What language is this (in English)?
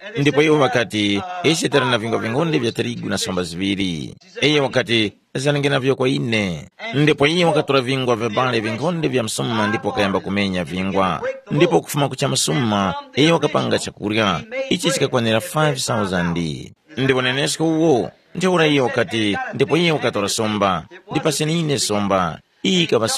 Tumbuka